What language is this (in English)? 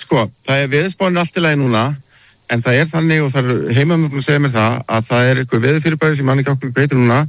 Icelandic